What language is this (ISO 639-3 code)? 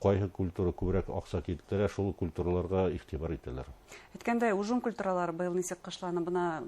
bak